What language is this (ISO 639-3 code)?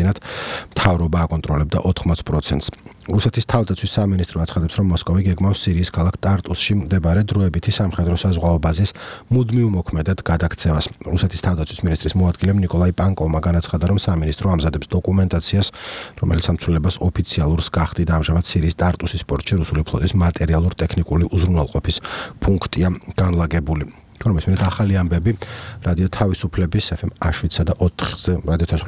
kat